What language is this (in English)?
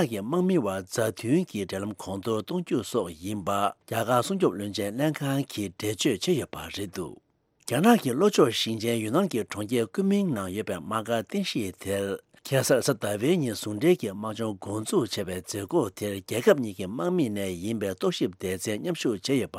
Tibetan